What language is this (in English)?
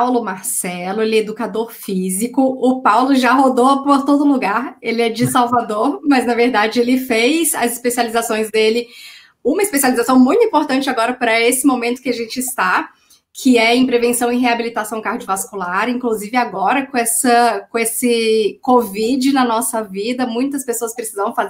Portuguese